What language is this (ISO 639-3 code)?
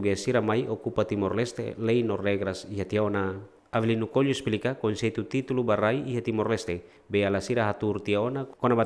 tet